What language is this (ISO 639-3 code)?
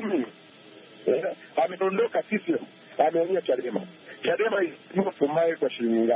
swa